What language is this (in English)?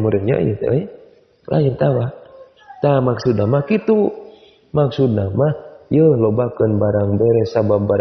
Sundanese